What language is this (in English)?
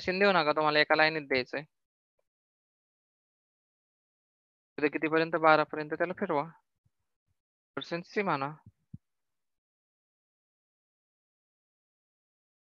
Marathi